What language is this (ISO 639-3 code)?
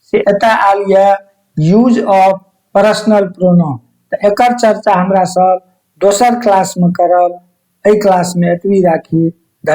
mai